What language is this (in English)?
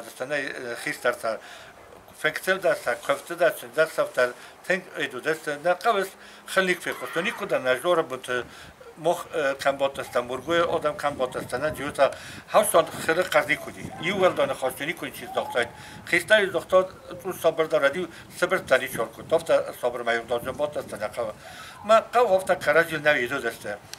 Ossetic